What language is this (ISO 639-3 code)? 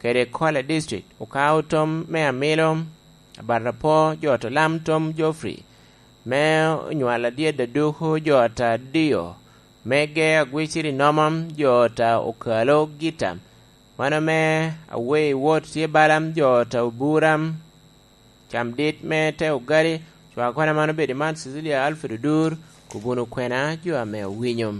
laj